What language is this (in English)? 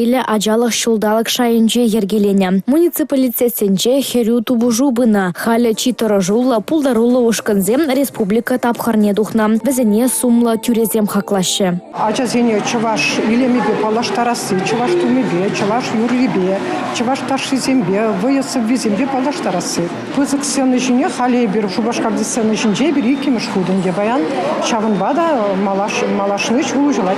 Chuvash